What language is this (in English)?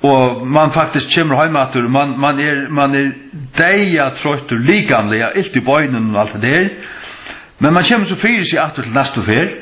Faroese